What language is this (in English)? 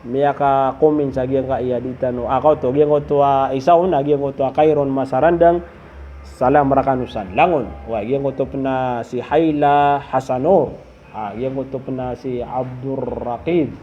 Maranao